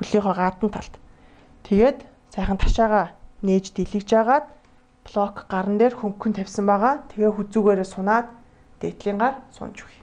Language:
Mongolian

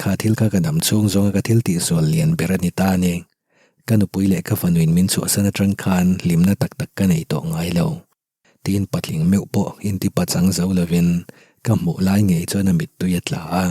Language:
Mizo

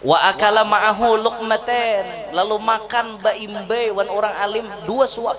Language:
Banjar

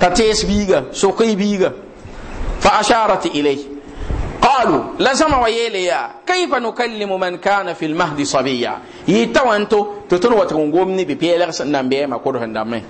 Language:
Mossi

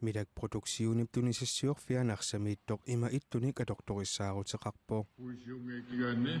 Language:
Kalaallisut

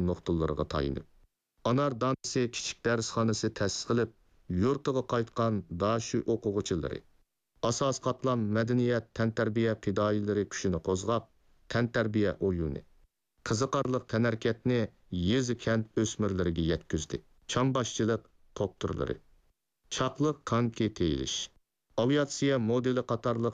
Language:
Uyghur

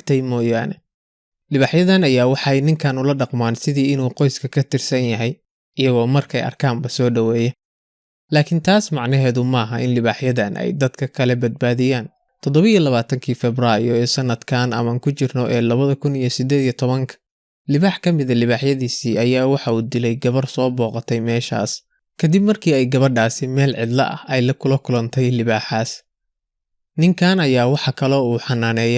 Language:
Somali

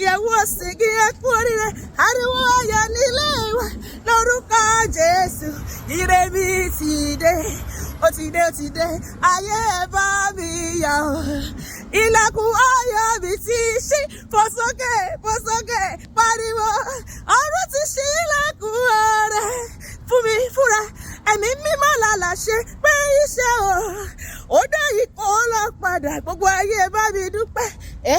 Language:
Yoruba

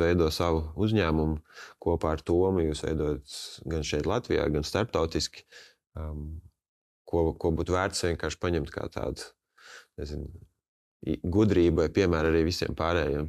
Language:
Latvian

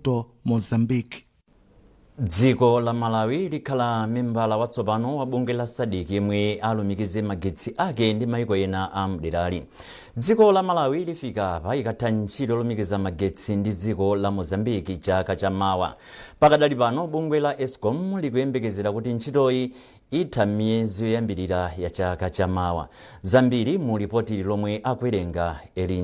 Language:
Nyanja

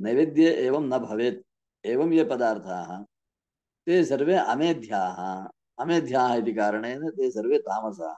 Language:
Sanskrit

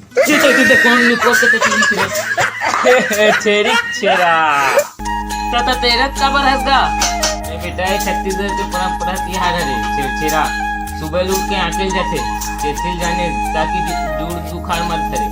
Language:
Chhattisgarhi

